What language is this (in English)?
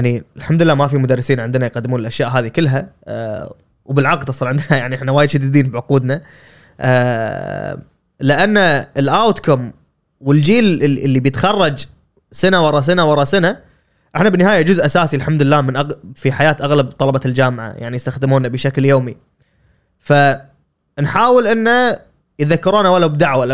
Gulf Arabic